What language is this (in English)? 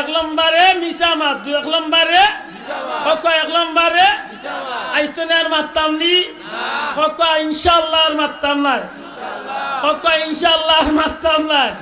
Sylheti